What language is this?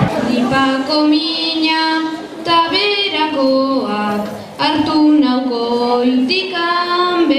Basque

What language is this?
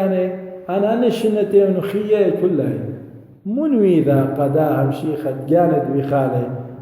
Assyrian Neo-Aramaic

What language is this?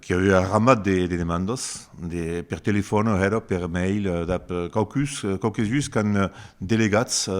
Occitan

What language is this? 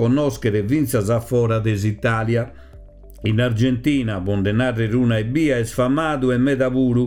Sardinian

